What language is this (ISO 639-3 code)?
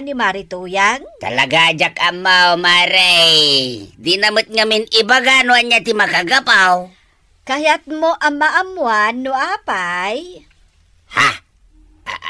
ilo